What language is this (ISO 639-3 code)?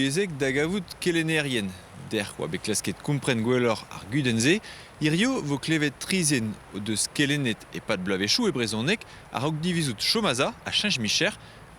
bre